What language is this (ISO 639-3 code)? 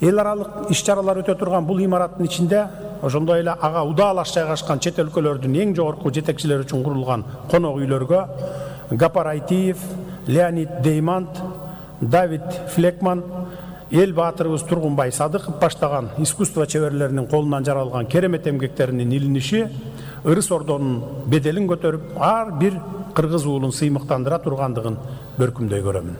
kir